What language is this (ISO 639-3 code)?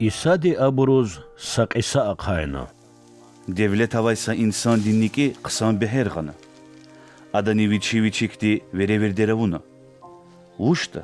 lez